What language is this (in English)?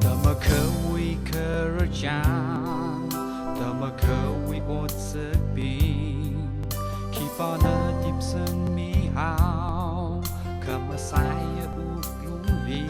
Tangkhul Naga (India)